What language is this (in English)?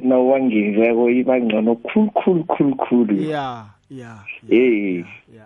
South Ndebele